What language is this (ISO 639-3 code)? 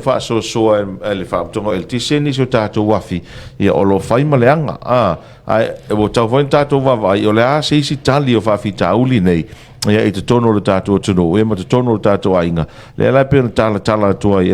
smo